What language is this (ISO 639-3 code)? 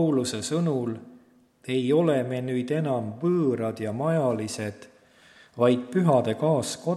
est